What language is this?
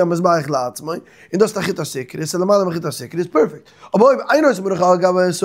Yiddish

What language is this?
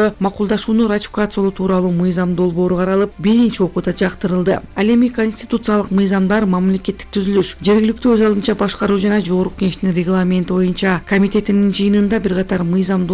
Kyrgyz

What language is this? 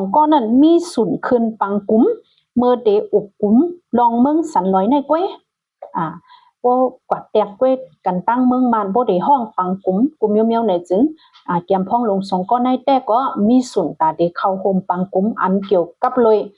Shan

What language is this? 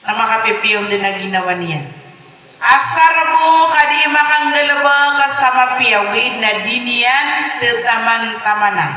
Maranao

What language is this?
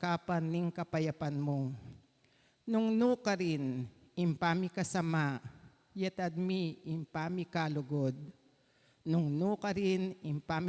Pampanga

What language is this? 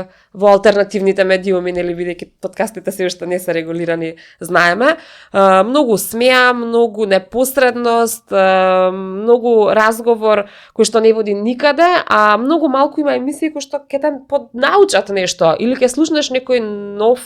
Macedonian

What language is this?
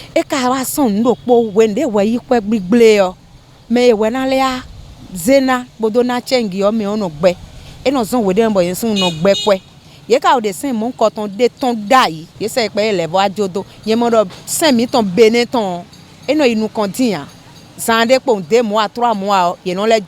Fon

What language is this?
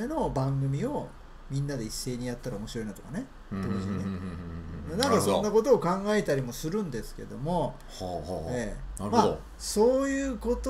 Japanese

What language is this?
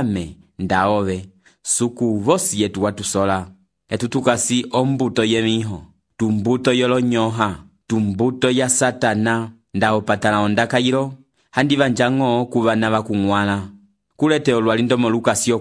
Umbundu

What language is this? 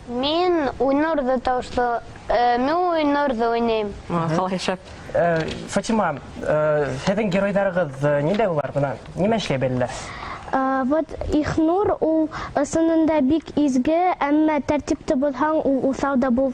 Bashkir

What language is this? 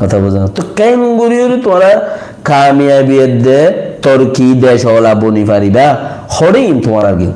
Rohingya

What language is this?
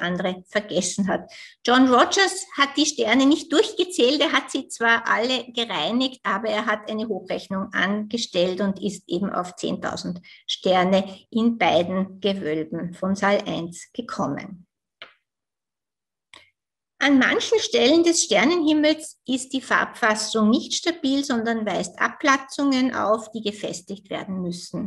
German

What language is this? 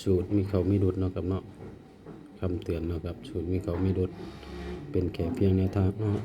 Northeastern Thai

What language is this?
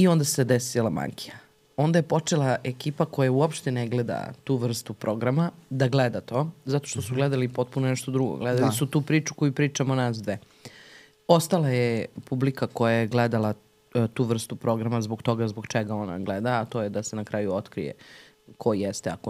Serbian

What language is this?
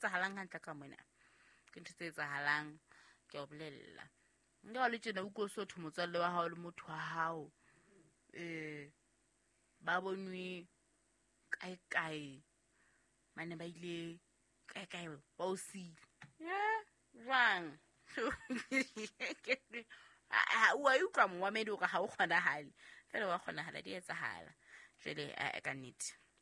Southern Sotho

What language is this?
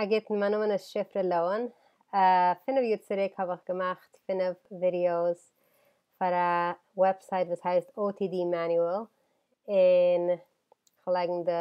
Yiddish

